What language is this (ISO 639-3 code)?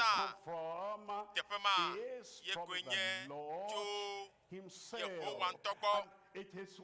ewe